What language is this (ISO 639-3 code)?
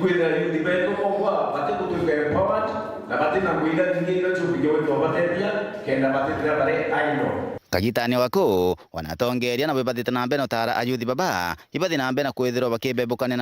mer